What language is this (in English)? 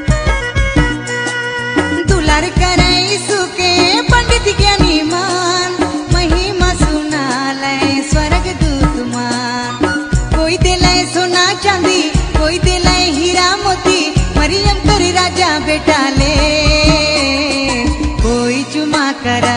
Sadri